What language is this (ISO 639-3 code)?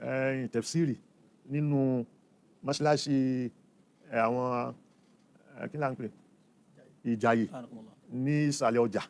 yor